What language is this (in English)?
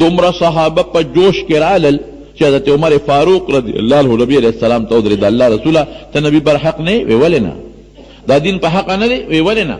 Pashto